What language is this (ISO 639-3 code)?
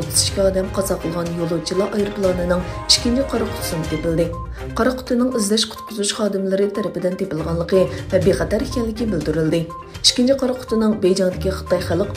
uig